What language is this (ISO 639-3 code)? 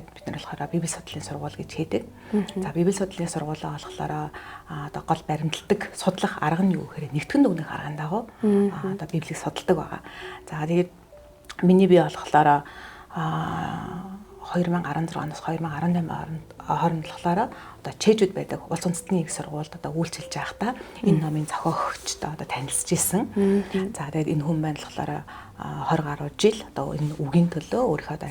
mon